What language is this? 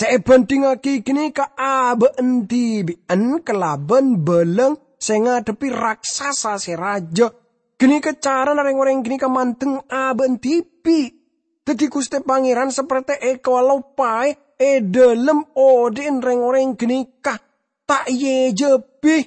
Madurese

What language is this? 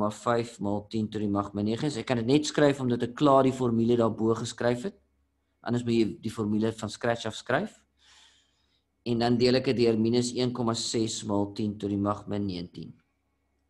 Afrikaans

